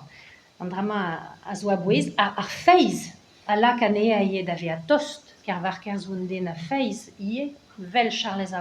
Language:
Breton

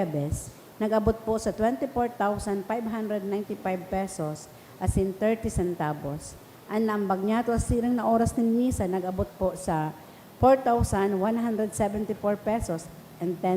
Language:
Bikol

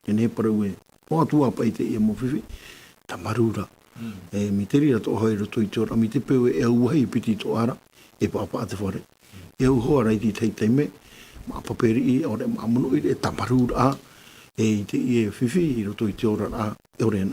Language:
Tahitian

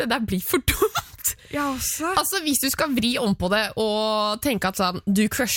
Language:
Norwegian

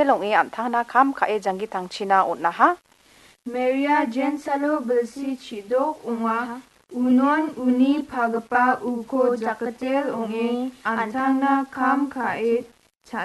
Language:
Garo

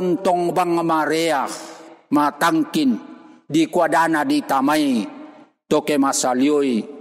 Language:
Toraja-Sa'dan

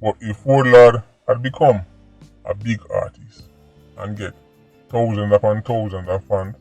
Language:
Jamaican Creole English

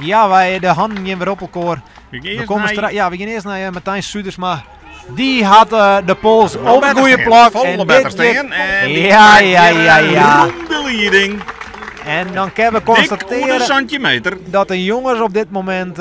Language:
Western Frisian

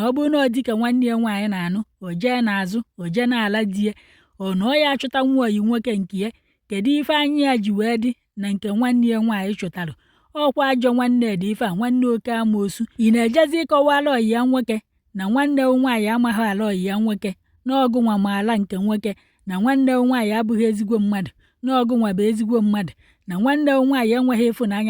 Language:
Igbo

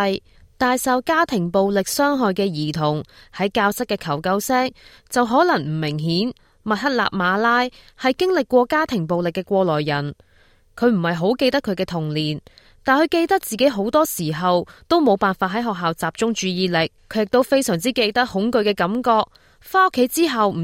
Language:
Cantonese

